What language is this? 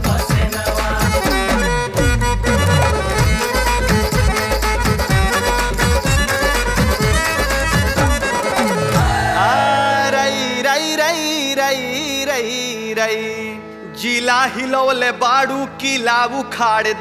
Bhojpuri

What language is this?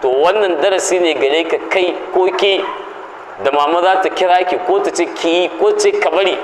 Hausa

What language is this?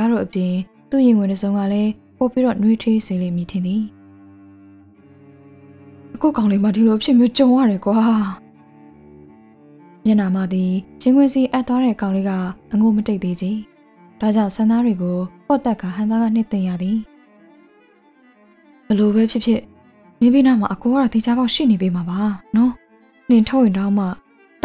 Burmese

